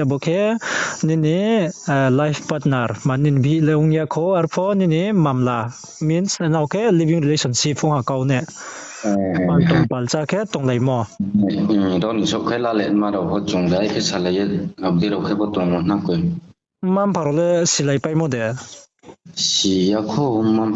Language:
Riang (India)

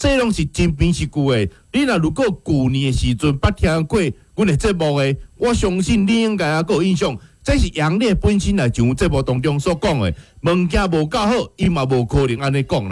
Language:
Min Nan Chinese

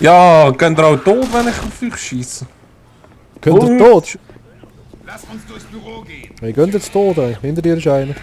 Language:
Swiss German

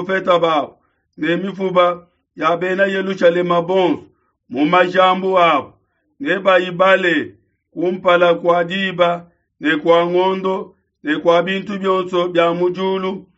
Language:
Luba-Lulua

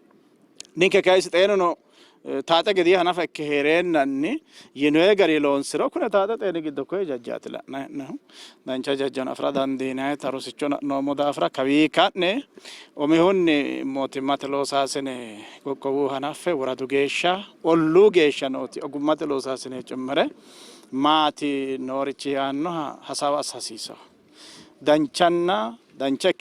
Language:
Sidamo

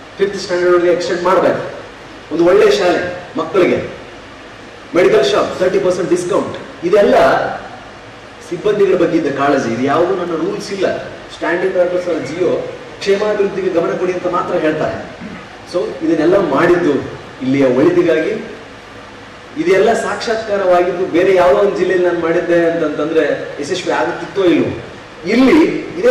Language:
Kannada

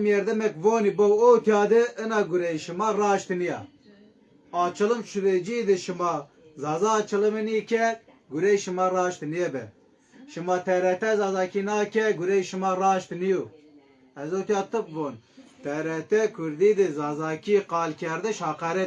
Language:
Zaza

